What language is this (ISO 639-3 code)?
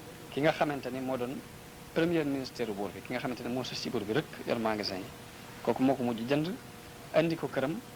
wol